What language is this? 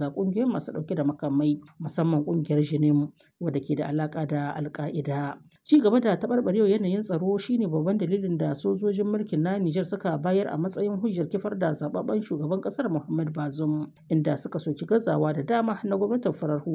Hausa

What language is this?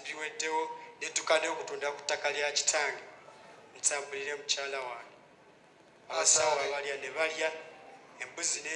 Ganda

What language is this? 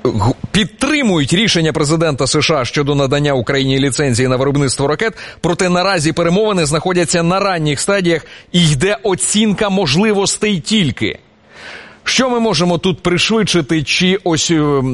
Ukrainian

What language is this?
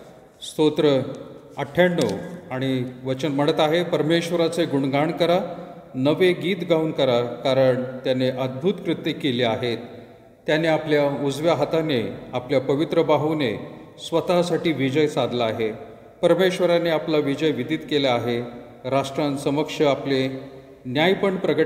Marathi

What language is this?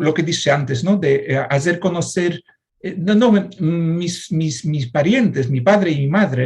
Ladino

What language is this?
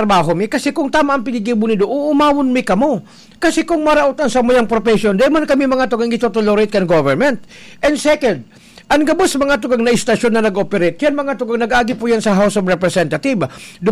Bikol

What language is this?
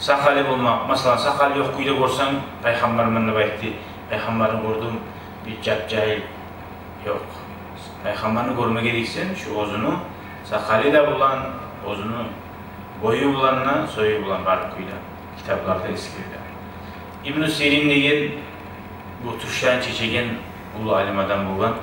Kumyk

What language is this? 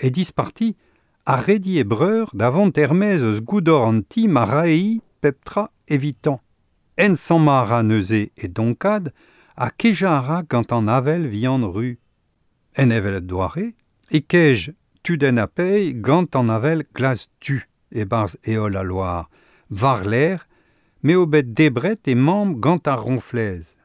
Breton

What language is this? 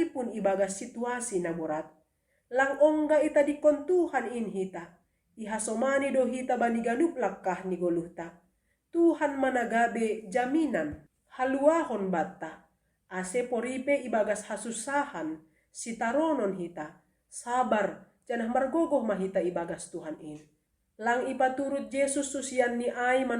Batak Simalungun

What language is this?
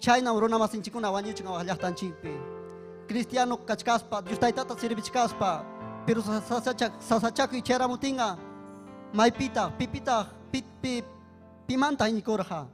Ayacucho Quechua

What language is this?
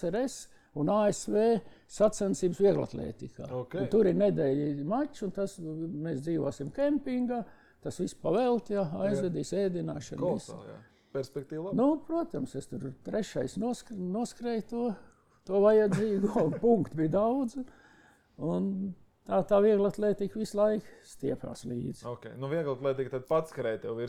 Latvian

